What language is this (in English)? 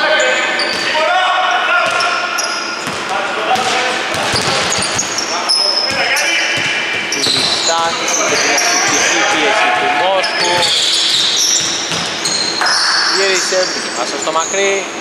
Greek